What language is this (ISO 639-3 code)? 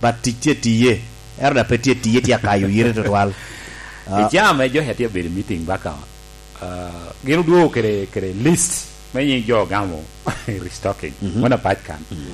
laj